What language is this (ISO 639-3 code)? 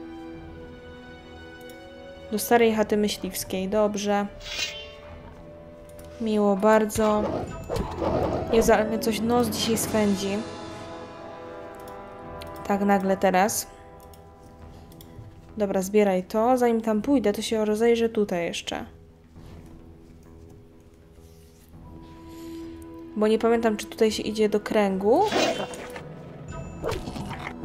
pol